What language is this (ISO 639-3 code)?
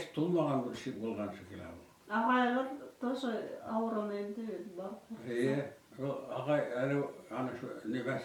bak